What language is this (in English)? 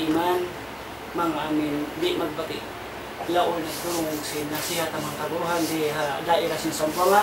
Tausug